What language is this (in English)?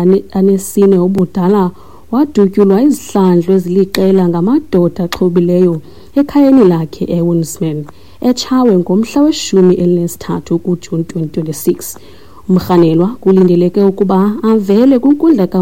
Xhosa